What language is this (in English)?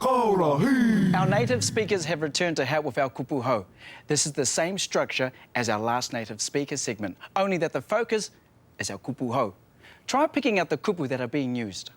Māori